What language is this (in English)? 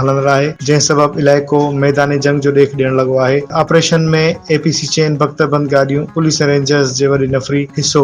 Sindhi